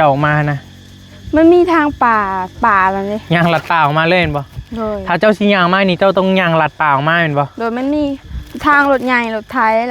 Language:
Northeastern Thai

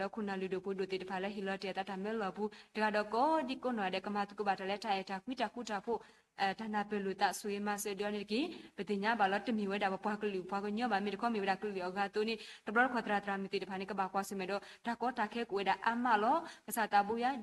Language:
S'gaw Karen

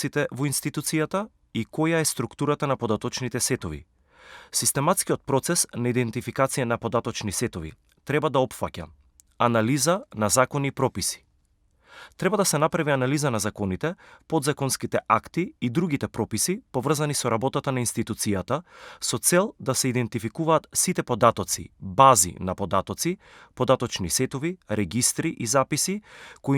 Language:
Macedonian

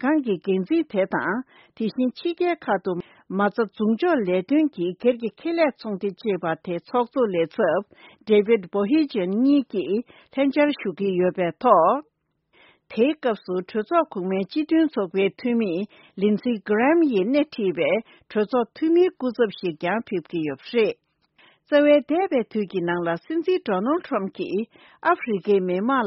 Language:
Tibetan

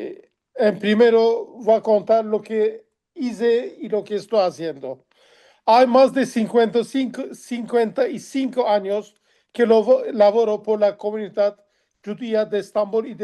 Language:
Ladino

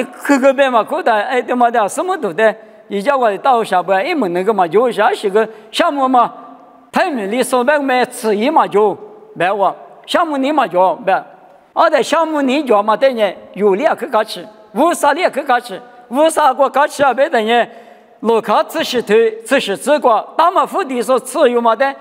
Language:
Lisu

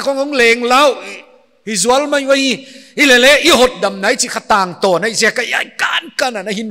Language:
Paite Chin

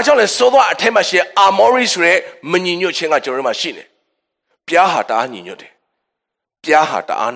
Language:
Burmese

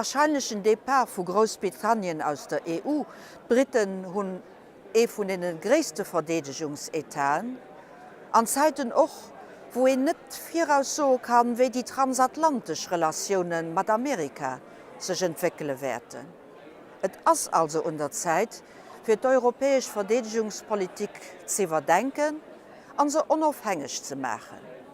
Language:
Luxembourgish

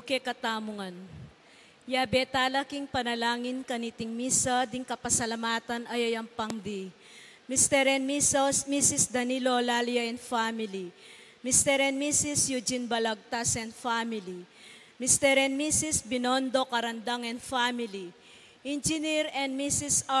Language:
Pampanga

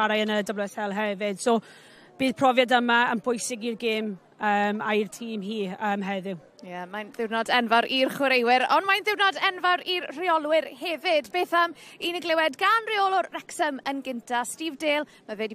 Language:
Welsh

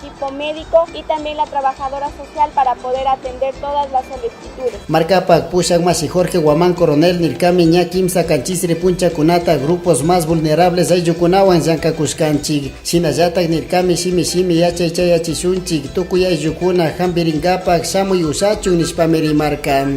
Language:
Chimborazo Highland Quichua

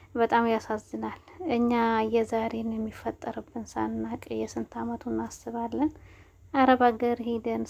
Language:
Amharic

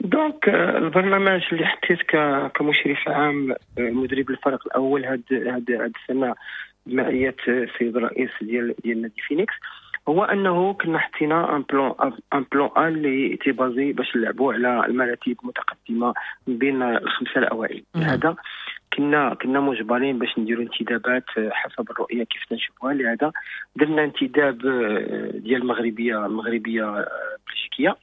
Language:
Moroccan Arabic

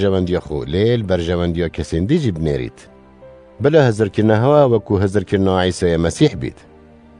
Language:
Kurdish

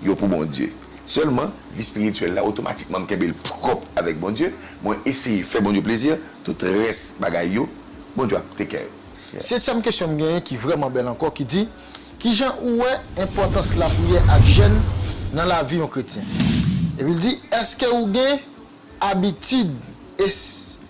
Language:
Haitian Creole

